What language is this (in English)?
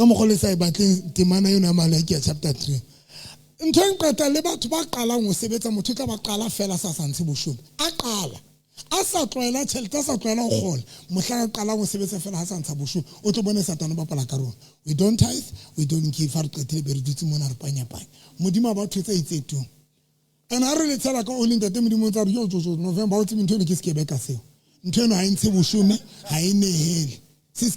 Southern Sotho